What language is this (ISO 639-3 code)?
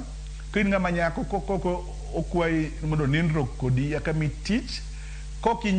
luo